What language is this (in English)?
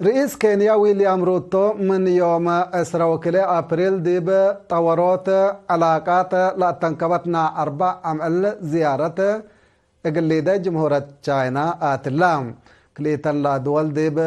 Tigre